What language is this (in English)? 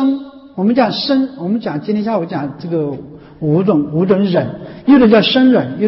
Chinese